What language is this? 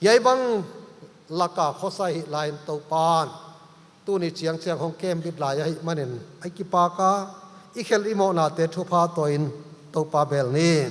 Paite Chin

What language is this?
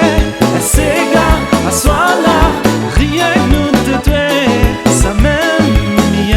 Réunion Creole French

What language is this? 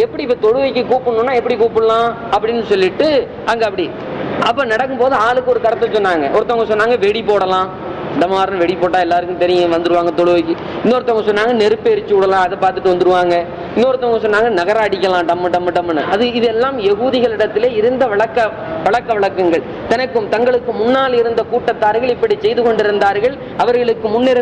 Tamil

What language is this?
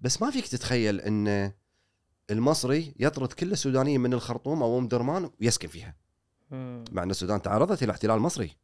Gulf Arabic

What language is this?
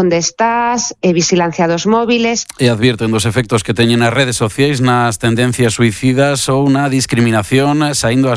Galician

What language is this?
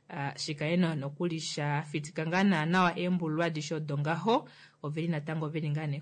Kuanyama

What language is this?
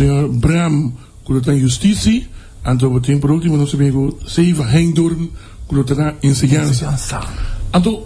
Papiamento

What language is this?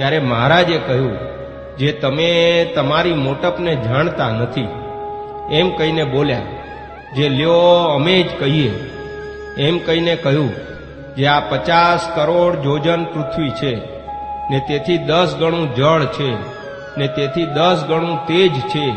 Gujarati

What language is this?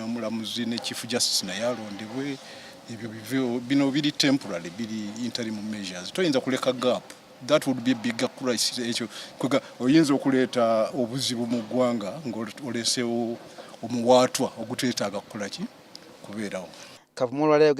Ganda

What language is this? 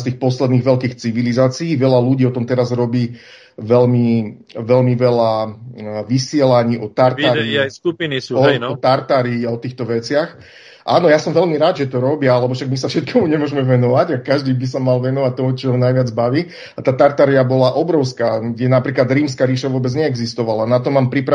Slovak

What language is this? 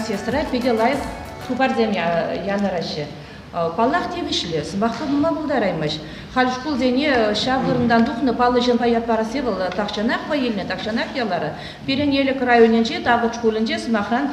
Chuvash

